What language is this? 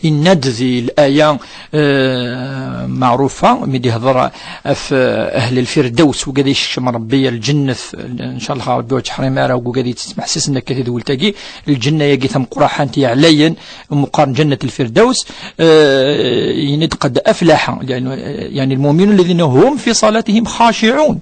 Kabyle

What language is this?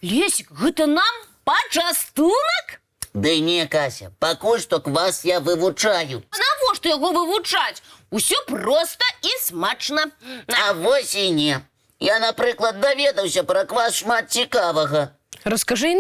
Belarusian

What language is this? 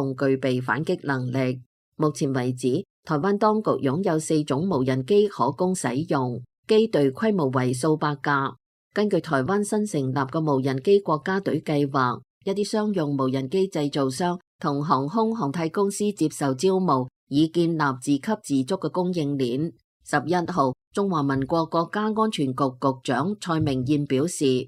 Cantonese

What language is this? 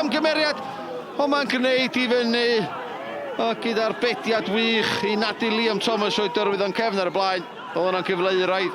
Welsh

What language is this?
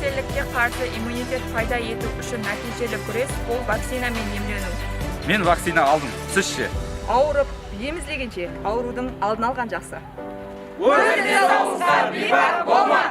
Kara-Kalpak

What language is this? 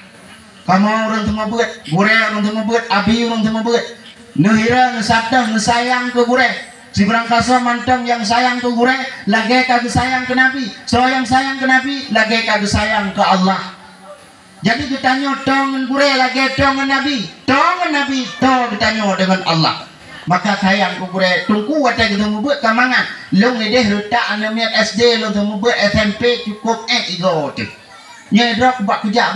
Achinese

